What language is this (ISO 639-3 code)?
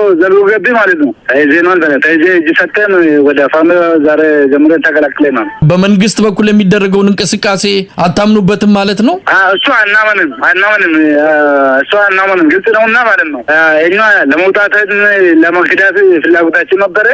amh